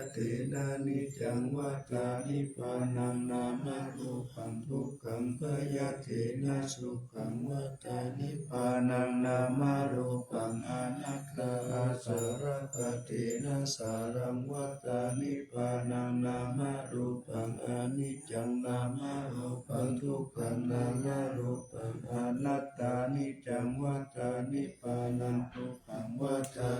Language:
Pali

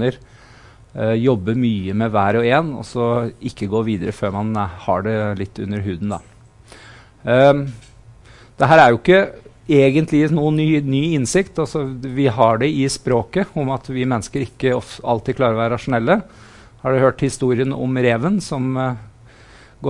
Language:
Norwegian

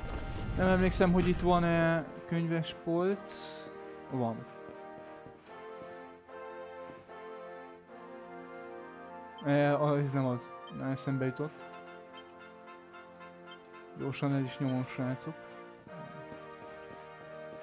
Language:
Hungarian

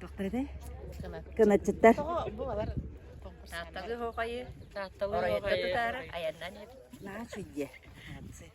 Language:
Yakut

